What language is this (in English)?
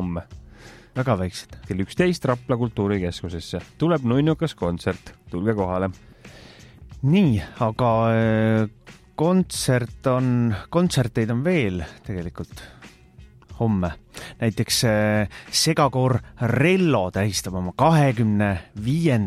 Estonian